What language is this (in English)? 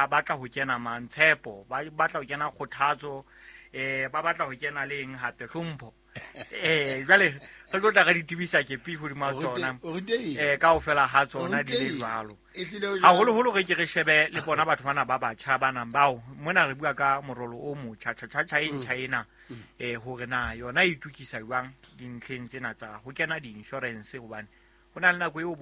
Southern Sotho